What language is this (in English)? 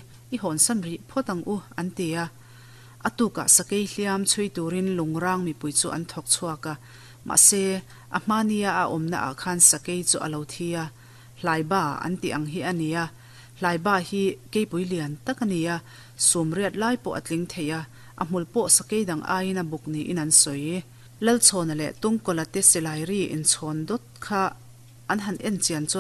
Mizo